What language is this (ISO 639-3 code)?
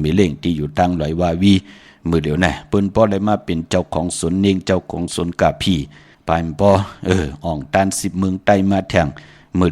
shn